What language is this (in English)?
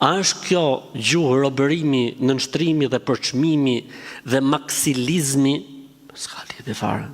Albanian